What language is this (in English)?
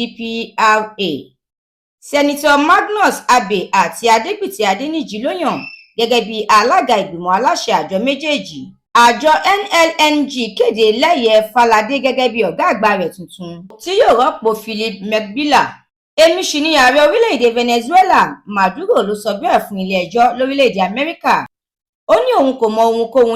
Yoruba